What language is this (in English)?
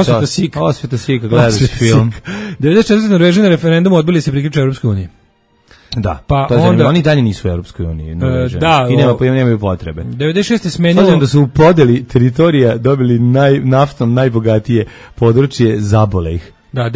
Serbian